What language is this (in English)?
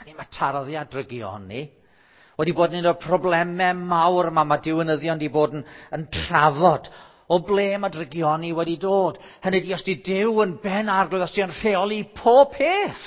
Welsh